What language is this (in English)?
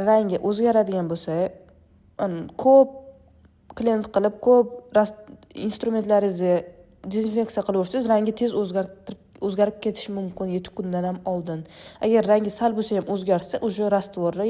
Uzbek